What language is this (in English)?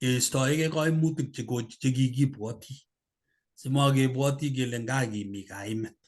Kalenjin